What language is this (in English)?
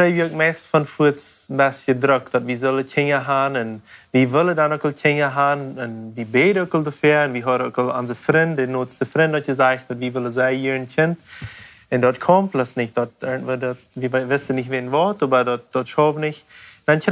Plautdietsch